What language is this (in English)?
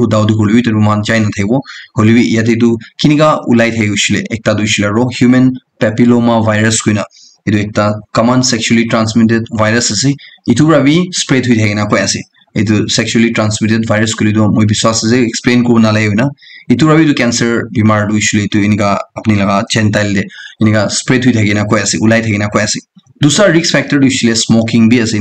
Naga Pidgin